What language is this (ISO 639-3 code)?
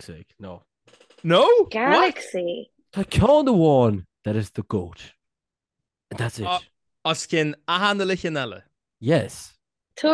gle